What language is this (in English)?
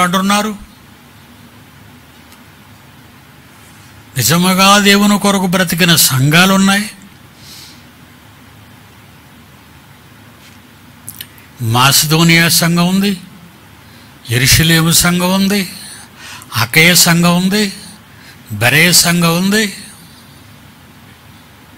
Telugu